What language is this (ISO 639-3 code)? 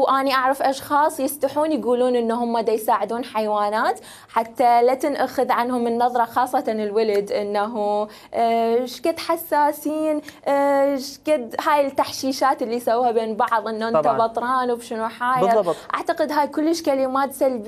acm